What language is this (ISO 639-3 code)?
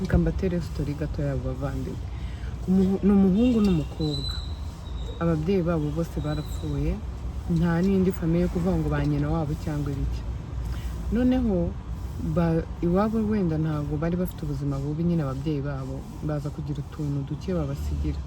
kin